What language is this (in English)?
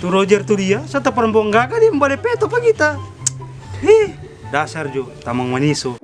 Manado Malay